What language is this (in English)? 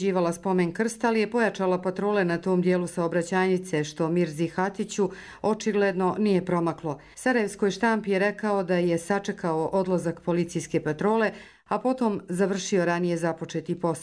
Croatian